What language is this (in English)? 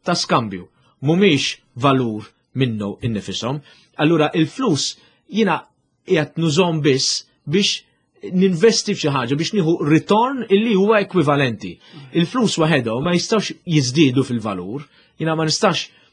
Maltese